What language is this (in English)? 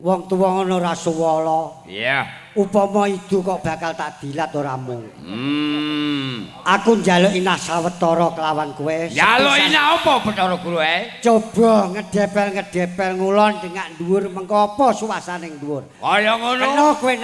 Javanese